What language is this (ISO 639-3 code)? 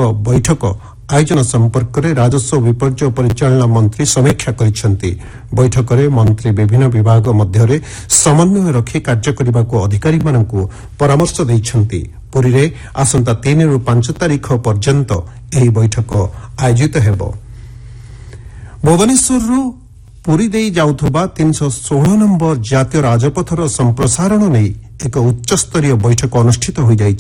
ori